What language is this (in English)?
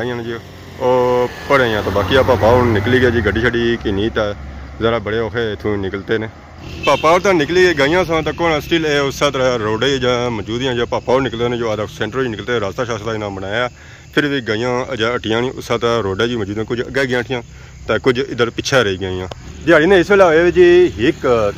Pahari-Potwari